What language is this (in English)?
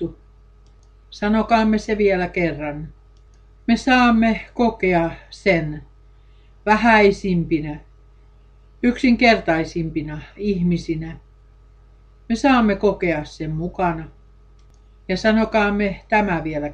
Finnish